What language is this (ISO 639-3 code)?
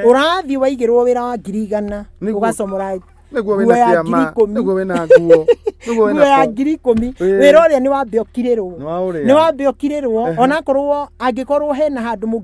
kik